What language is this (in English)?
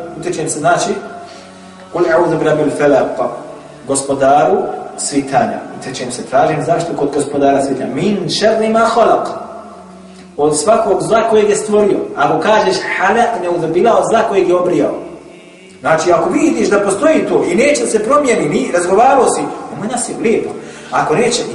Bosnian